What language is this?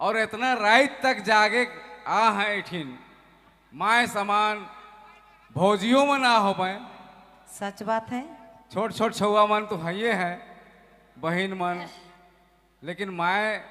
Sadri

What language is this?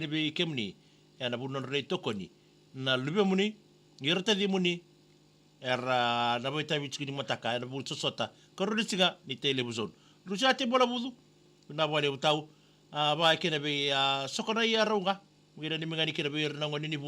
Fijian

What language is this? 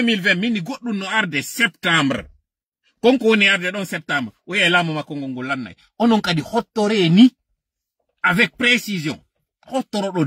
Fula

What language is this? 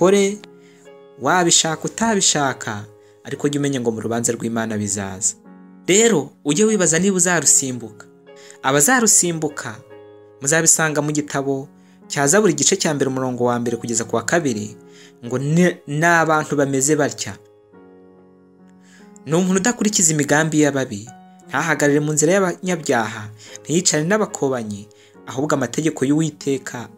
Kinyarwanda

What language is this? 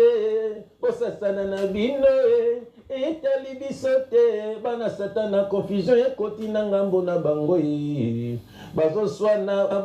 Lingala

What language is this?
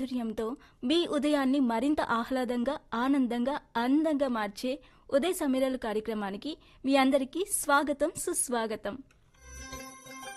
Telugu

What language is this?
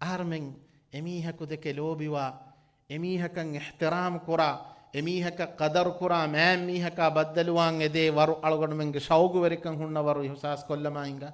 Divehi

